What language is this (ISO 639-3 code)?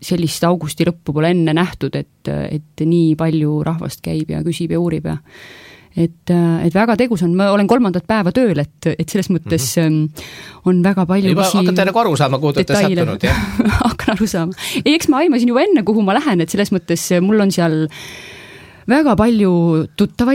est